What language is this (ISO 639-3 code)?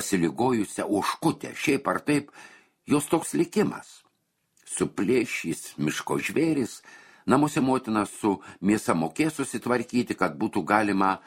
lit